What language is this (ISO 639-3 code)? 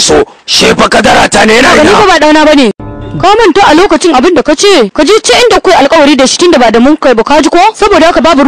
hau